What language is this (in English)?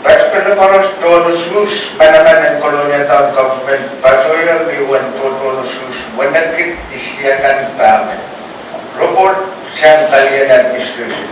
Pohnpeian